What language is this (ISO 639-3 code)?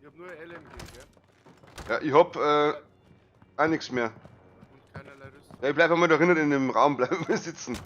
bar